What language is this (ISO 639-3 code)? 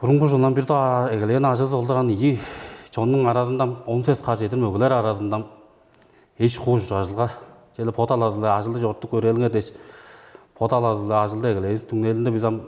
tyv